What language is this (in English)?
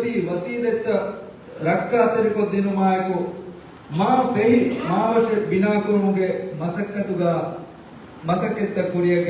Divehi